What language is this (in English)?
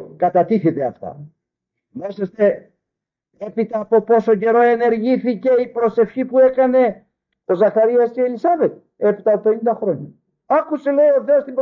Greek